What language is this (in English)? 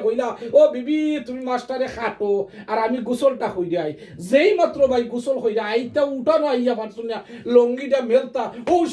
Sylheti